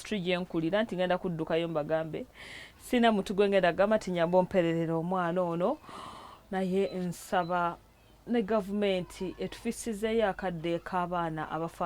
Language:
Ganda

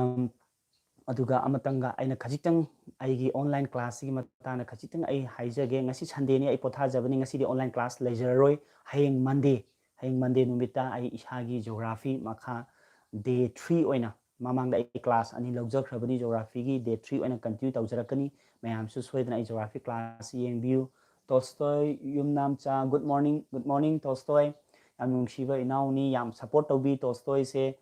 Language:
Manipuri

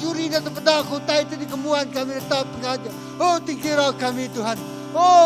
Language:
Iban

